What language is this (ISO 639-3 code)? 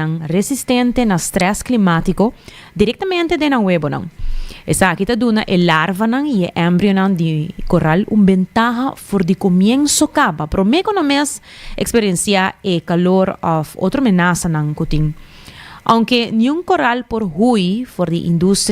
pap